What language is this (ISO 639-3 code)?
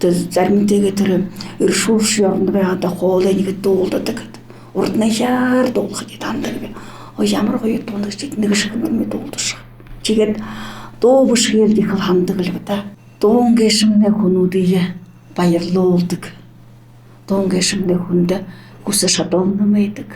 bua